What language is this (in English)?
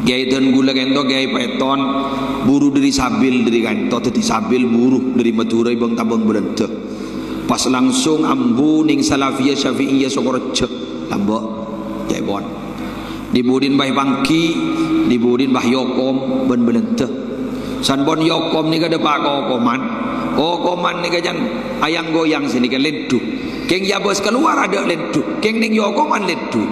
Madurese